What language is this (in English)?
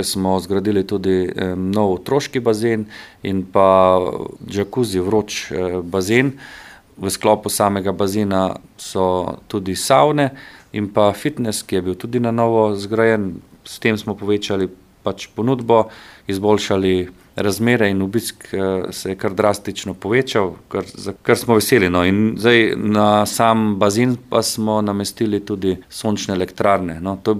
Slovenian